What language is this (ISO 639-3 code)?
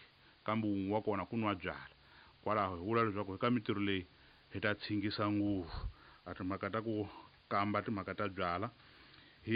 tso